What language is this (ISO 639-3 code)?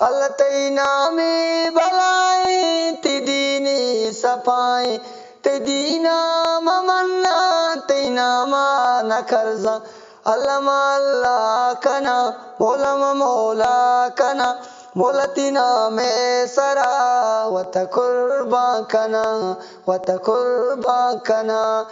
bgp